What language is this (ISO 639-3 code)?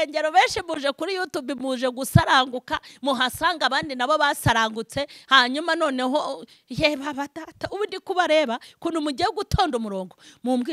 kin